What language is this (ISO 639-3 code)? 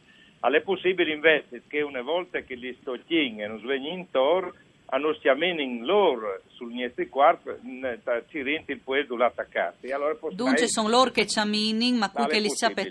fur